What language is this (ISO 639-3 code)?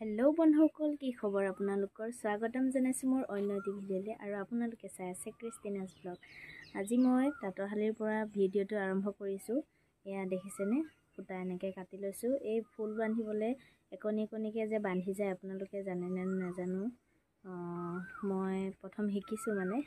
asm